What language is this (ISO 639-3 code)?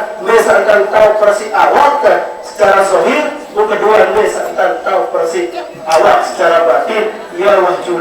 sas